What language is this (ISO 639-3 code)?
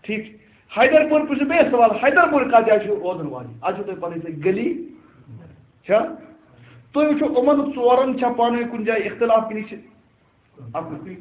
kas